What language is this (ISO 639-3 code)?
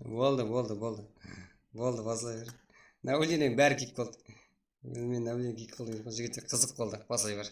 kaa